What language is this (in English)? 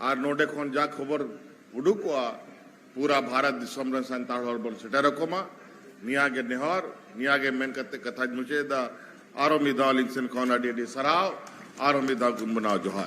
Santali